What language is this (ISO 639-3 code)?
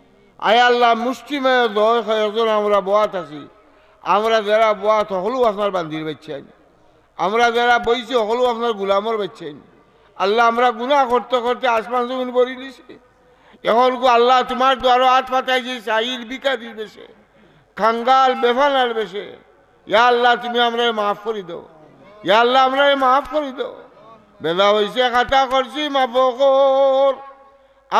syl